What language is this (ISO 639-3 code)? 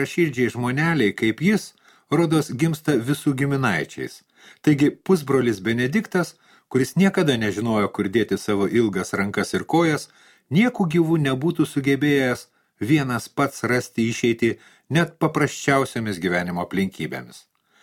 lit